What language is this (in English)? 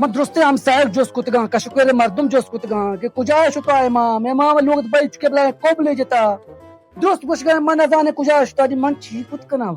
Baluchi